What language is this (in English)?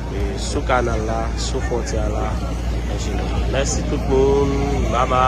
Haitian Creole